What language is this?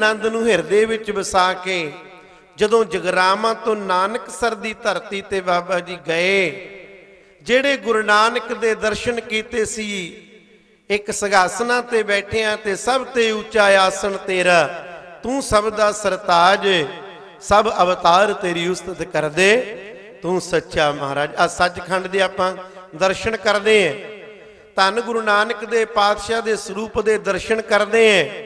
Punjabi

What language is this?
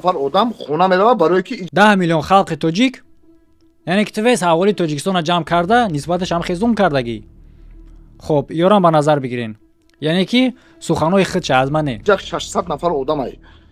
Tajik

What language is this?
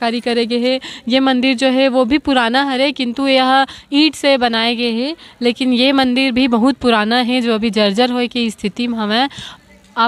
Chhattisgarhi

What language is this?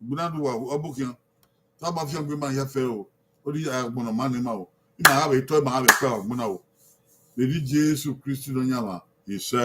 Bini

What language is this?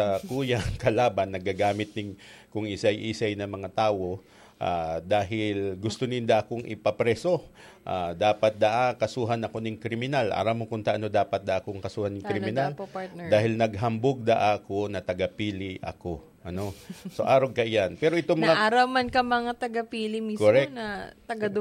Bikol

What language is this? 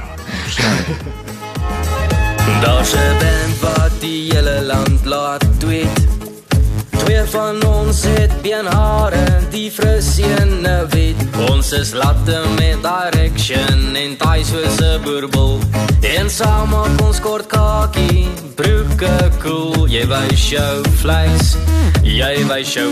Afrikaans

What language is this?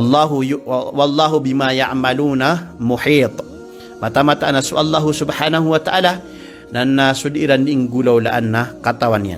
Maranao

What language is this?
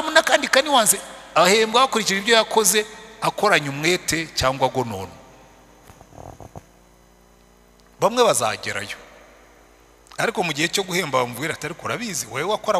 Kinyarwanda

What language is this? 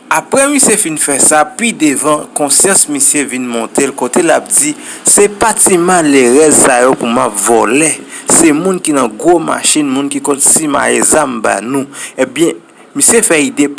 Haitian Creole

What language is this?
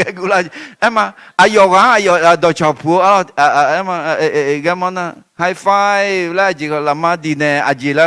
Akha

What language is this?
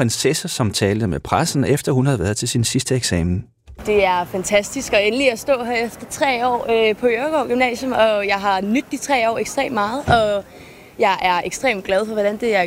Danish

